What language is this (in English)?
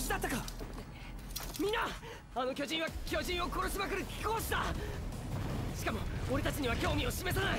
Japanese